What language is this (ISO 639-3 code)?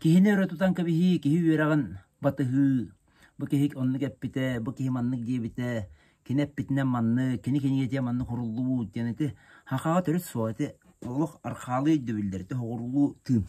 sah